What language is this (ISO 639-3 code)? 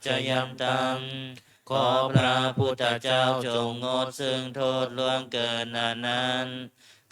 pli